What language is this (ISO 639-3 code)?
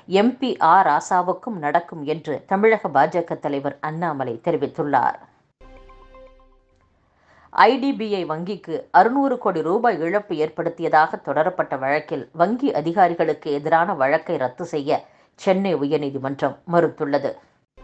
tam